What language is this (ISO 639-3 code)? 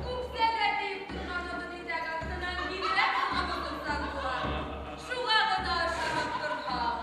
bak